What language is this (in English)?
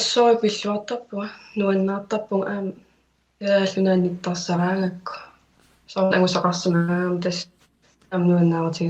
Kalaallisut